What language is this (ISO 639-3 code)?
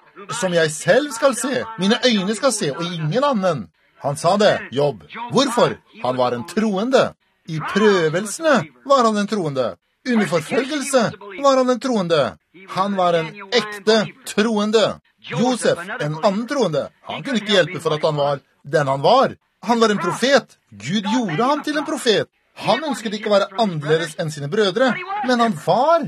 nor